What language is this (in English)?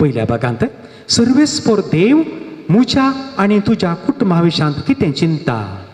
Konkani